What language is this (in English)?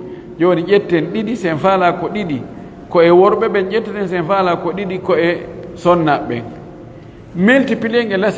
Fula